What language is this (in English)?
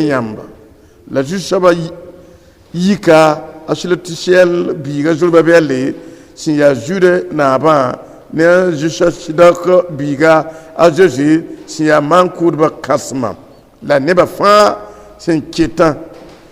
Mossi